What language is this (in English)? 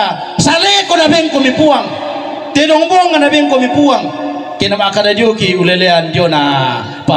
Toraja-Sa'dan